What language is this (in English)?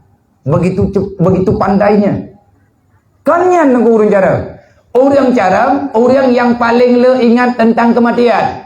Achinese